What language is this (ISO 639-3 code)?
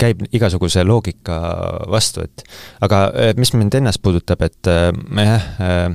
est